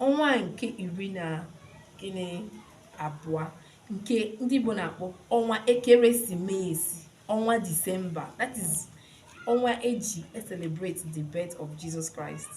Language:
Igbo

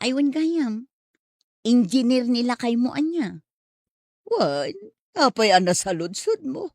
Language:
Iloko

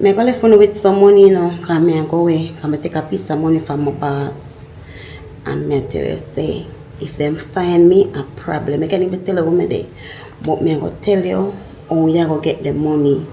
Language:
Jamaican Creole English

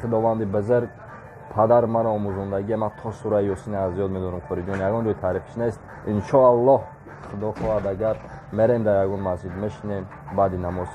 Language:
Tajik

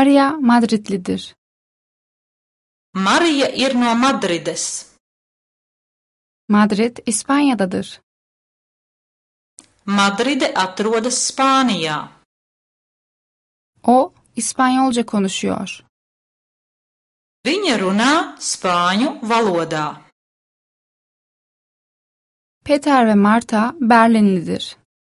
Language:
Turkish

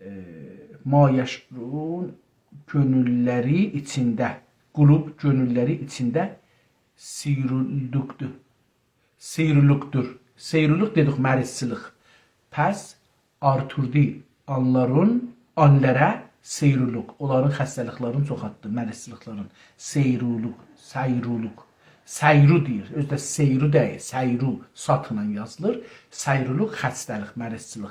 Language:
South Azerbaijani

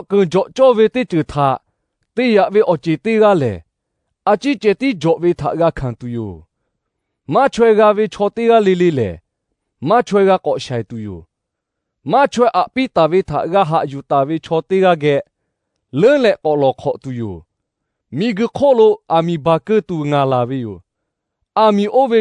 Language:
Lahu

